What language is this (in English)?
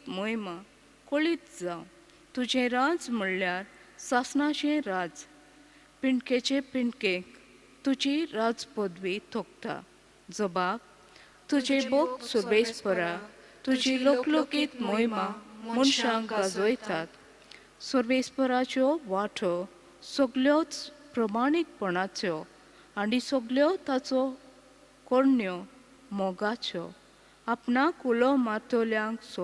Konkani